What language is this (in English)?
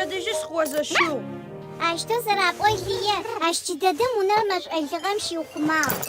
Adyghe